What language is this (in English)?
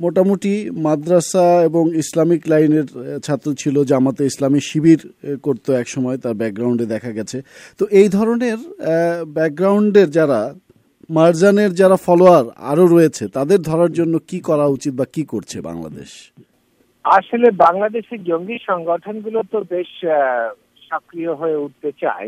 Bangla